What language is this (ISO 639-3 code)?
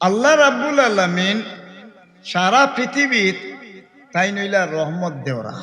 syl